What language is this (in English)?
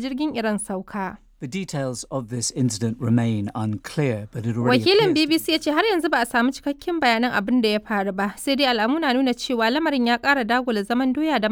Hausa